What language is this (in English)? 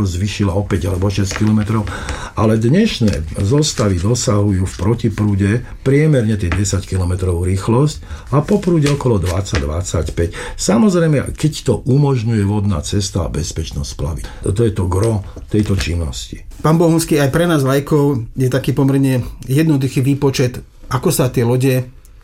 Slovak